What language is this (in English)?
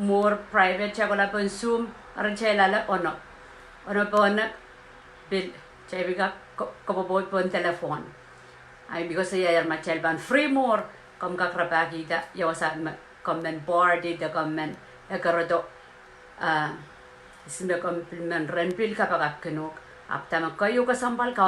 Pohnpeian